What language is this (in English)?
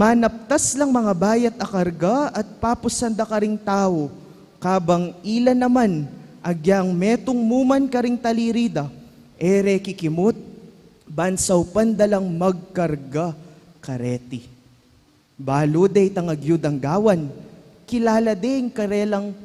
Pampanga